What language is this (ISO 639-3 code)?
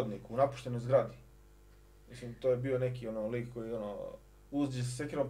srp